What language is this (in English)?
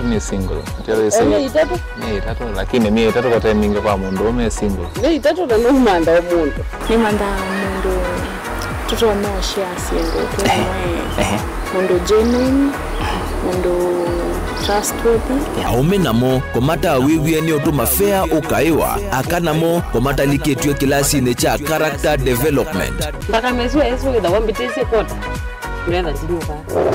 Kamba